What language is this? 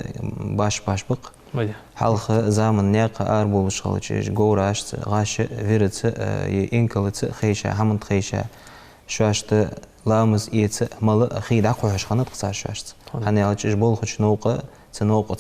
Ingush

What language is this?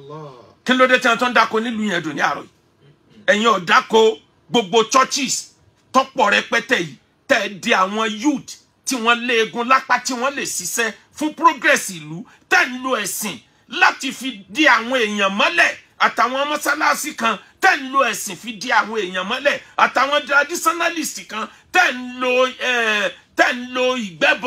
Yoruba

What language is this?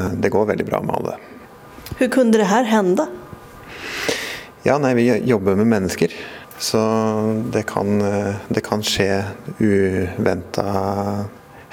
Swedish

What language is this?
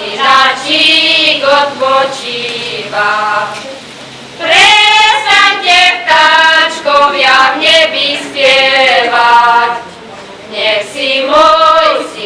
Slovak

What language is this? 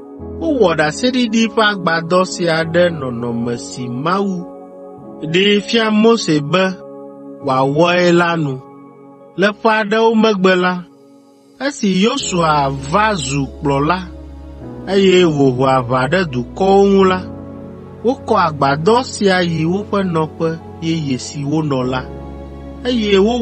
Ewe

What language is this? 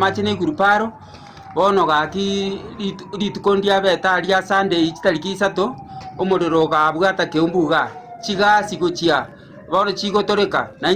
Gusii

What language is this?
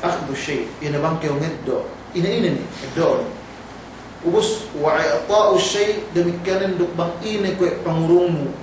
Yakan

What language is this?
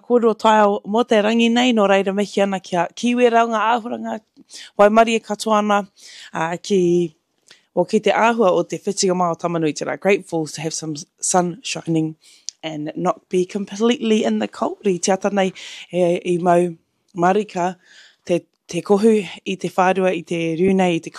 Māori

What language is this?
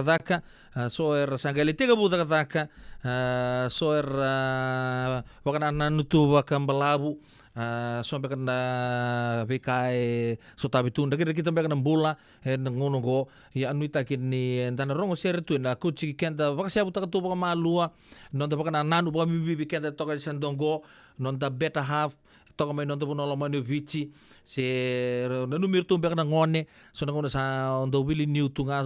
Fijian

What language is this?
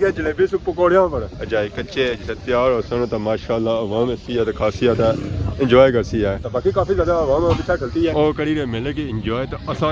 Pahari-Potwari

